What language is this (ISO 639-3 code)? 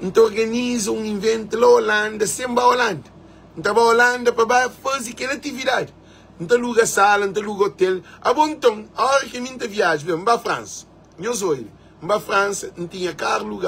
kea